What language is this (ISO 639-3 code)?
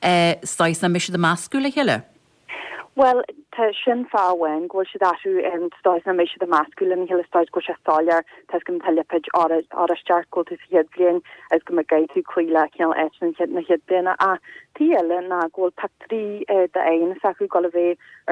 gle